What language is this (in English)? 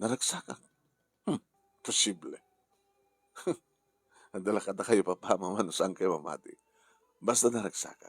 Iloko